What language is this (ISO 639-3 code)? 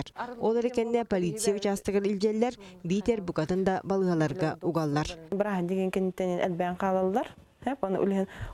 sah